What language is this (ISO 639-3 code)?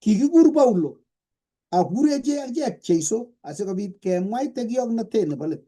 kln